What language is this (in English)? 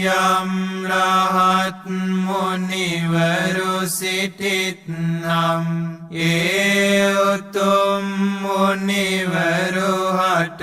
Sinhala